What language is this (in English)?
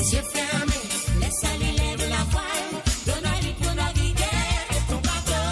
Morisyen